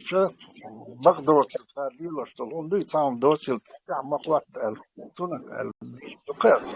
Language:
Chechen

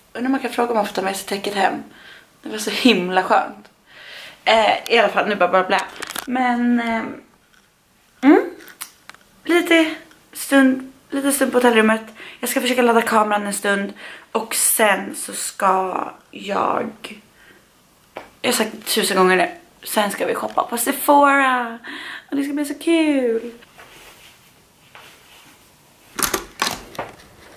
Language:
Swedish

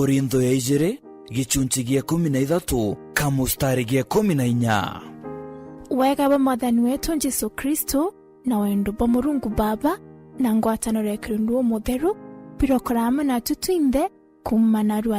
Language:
Meru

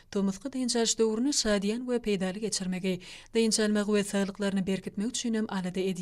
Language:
Turkmen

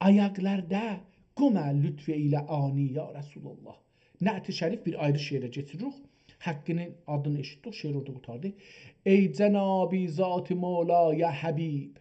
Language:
South Azerbaijani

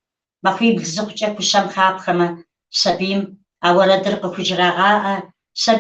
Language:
Kabardian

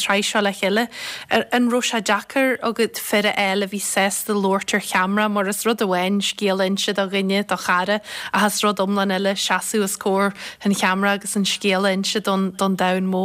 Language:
Irish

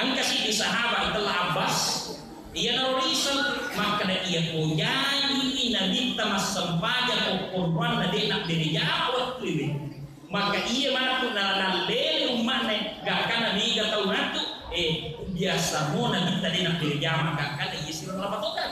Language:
Buginese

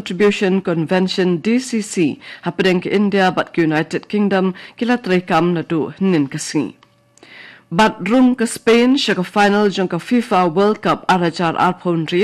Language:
Khasi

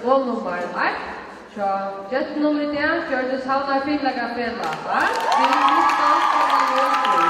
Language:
Faroese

